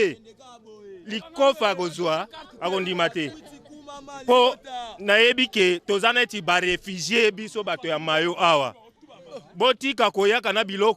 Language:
Lingala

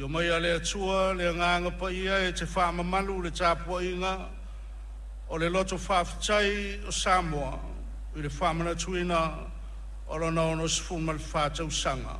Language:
Samoan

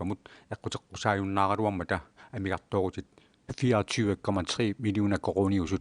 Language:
Kalaallisut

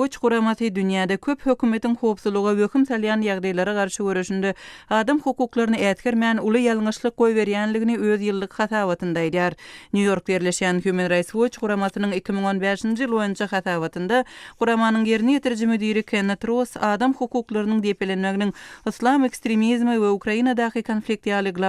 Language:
Turkmen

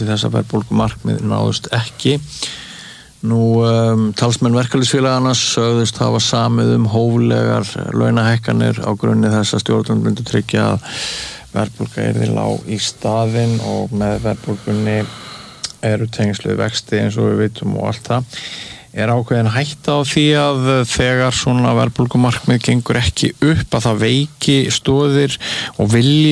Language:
Icelandic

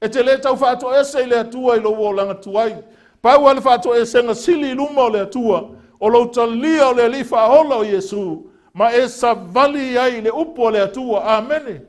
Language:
Samoan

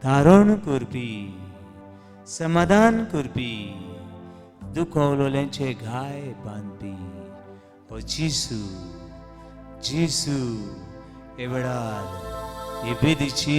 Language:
Konkani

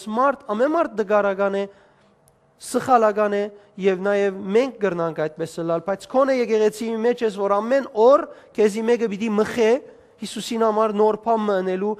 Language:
Western Armenian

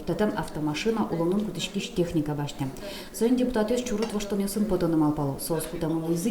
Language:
Udmurt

